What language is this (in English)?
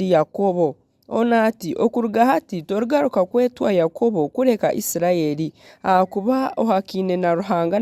Nyankole